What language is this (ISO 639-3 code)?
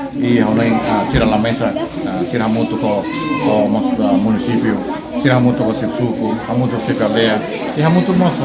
tet